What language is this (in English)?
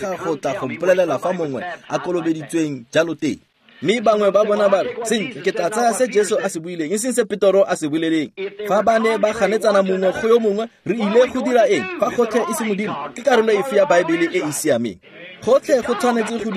Tswana